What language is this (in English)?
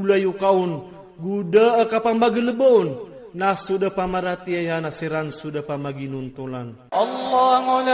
Iranun (Philippines)